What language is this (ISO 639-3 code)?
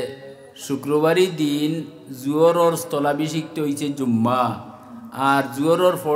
syl